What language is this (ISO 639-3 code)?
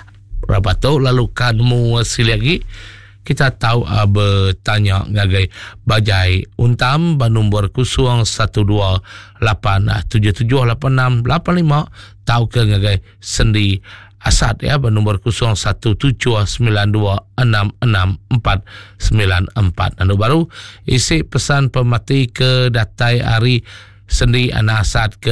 iba